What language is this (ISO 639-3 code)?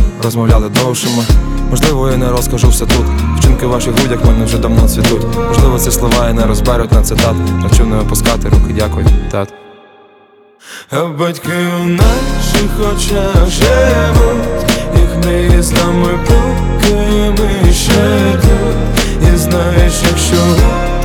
ukr